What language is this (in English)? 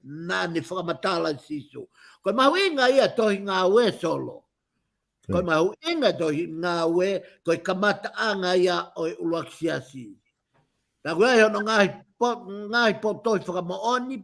Tongan